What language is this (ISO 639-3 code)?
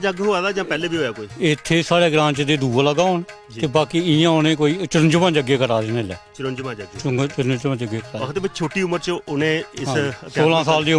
doi